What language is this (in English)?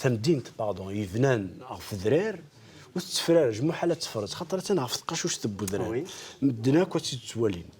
Kabyle